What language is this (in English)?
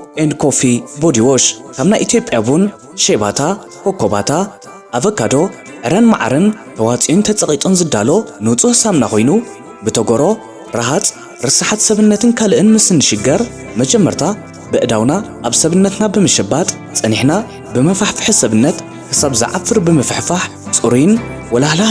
Tigrinya